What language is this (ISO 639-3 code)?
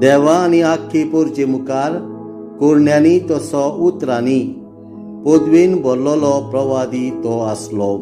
kok